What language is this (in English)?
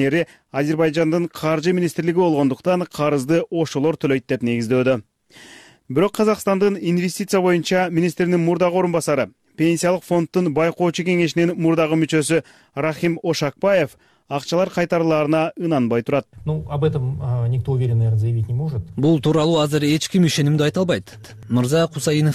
Kyrgyz